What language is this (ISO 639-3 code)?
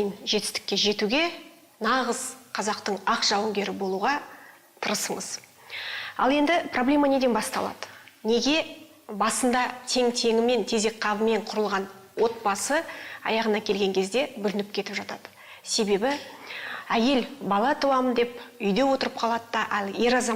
kaz